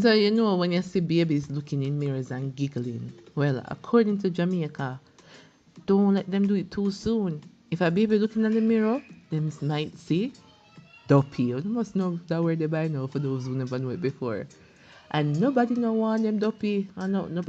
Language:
Jamaican Creole English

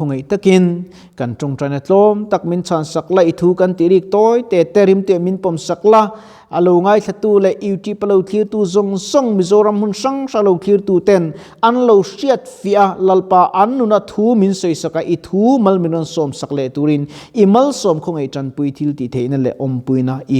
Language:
Mizo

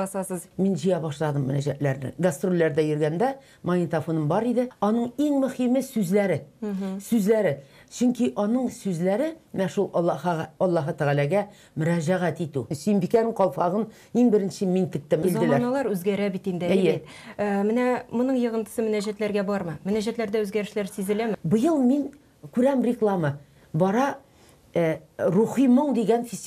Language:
Tatar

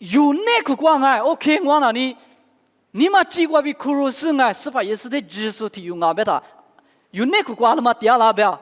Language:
Lisu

